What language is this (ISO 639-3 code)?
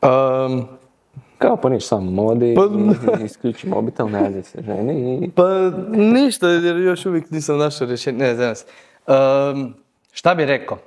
hrv